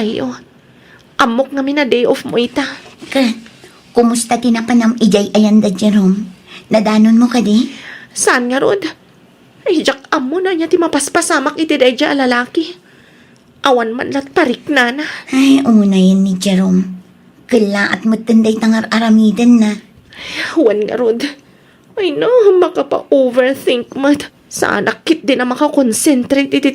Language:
Iloko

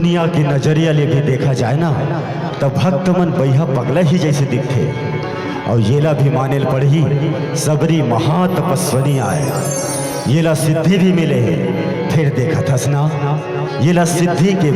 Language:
Chhattisgarhi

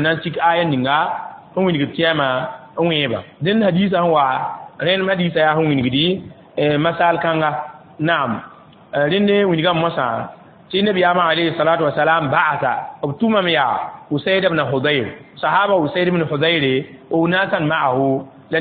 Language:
Mossi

